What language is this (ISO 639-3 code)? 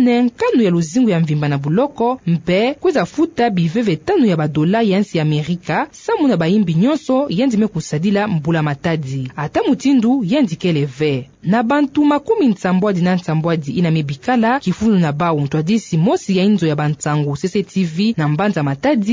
ktu